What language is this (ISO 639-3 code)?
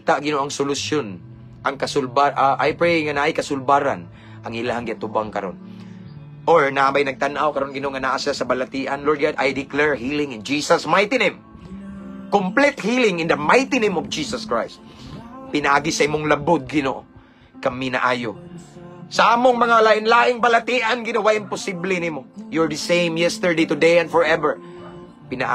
ceb